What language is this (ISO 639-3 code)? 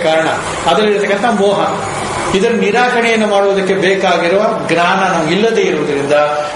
kan